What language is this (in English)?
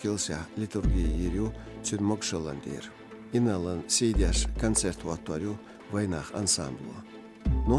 Chechen